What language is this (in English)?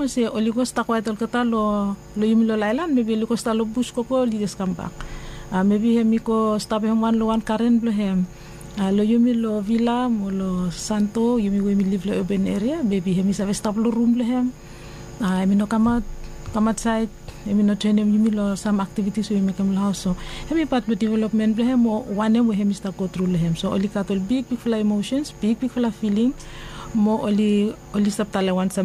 Bislama